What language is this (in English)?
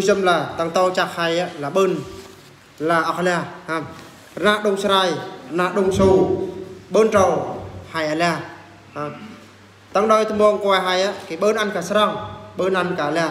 Eastern Bru